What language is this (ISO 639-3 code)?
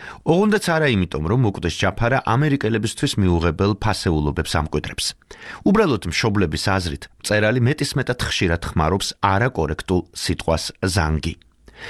kat